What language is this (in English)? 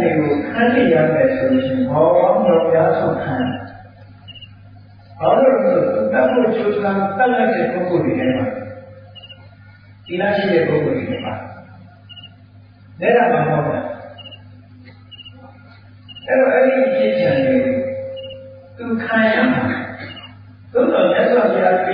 Burmese